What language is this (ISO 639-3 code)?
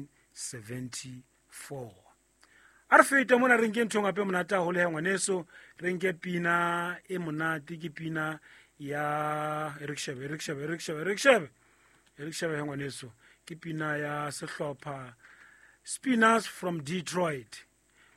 sot